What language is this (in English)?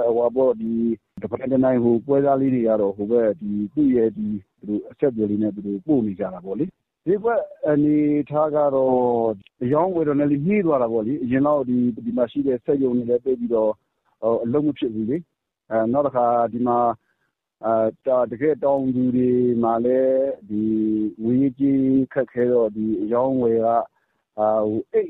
Burmese